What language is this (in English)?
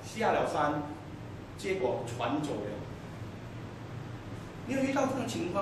Chinese